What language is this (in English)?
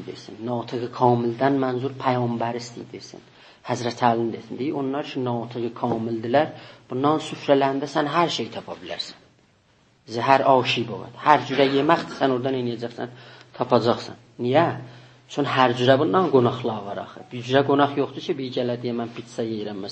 South Azerbaijani